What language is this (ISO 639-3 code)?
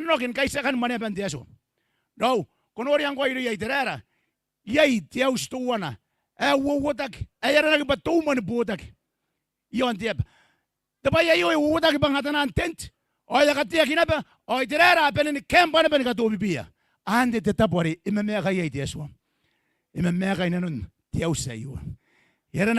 gil